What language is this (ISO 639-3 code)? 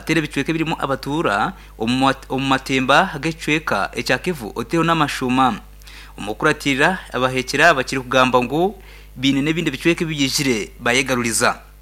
nyn